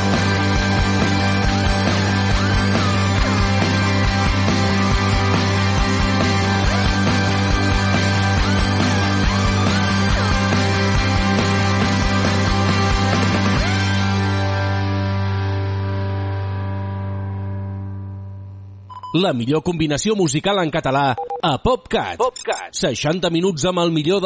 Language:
Catalan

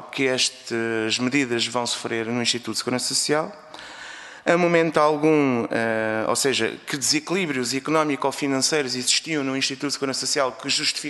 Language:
Portuguese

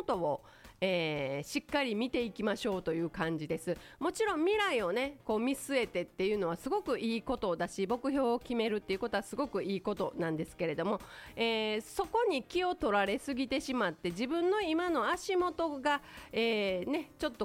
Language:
Japanese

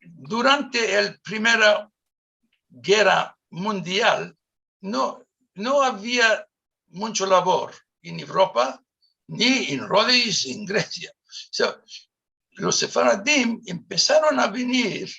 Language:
Ladino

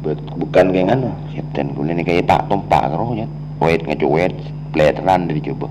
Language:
Madurese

